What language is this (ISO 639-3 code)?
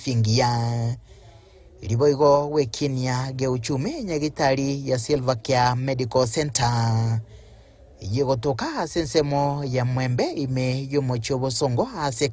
guz